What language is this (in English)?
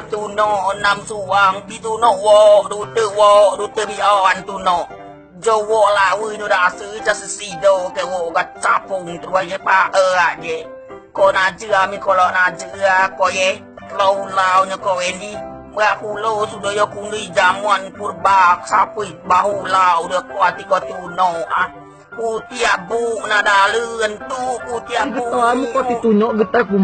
Rejang